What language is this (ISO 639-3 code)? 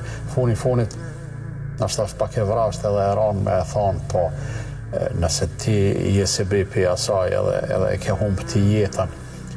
sqi